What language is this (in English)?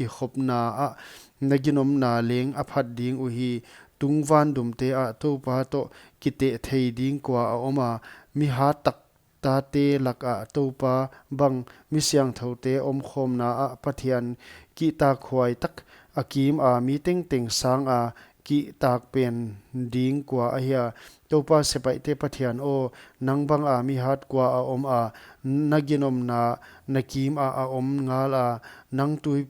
Paite Chin